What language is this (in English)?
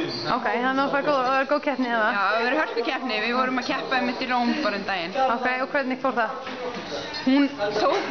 Icelandic